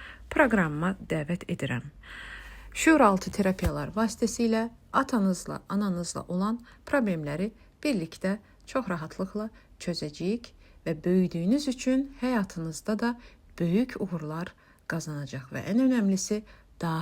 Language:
Azerbaijani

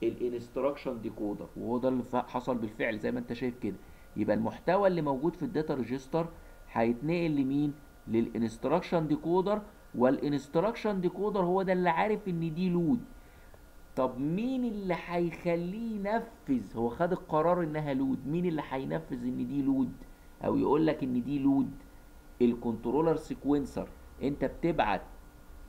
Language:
Egyptian Arabic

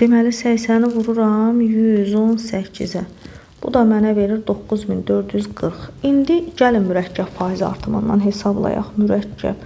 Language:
Azerbaijani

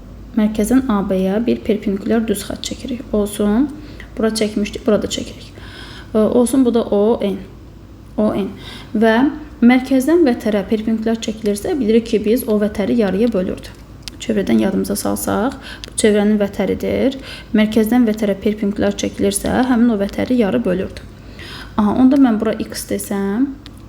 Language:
Azerbaijani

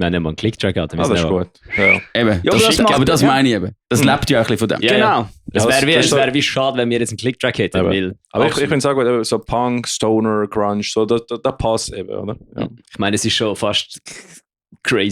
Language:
Swiss German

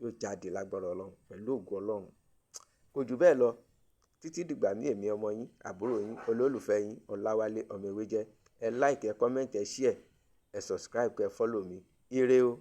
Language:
Yoruba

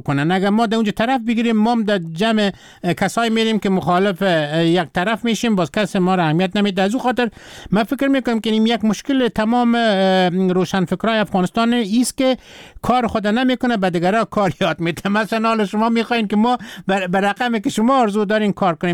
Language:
Persian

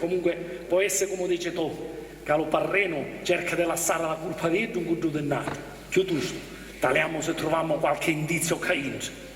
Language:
Sicilian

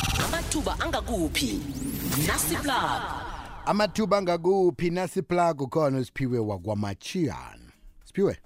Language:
South Ndebele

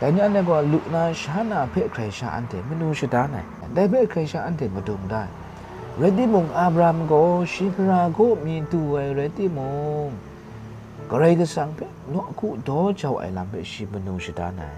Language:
Kachin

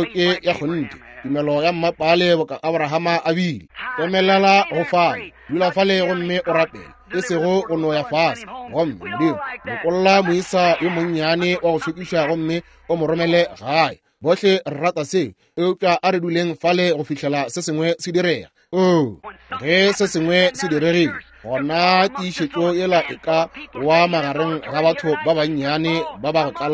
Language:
Northern Sotho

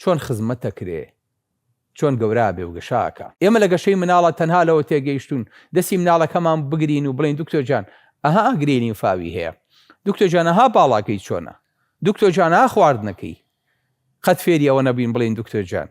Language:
Central Kurdish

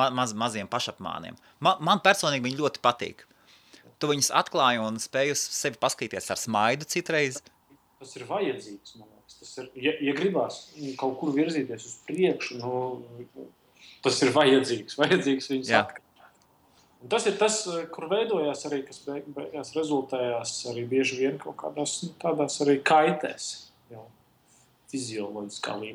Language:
Latvian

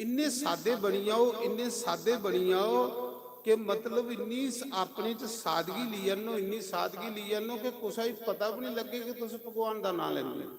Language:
Dogri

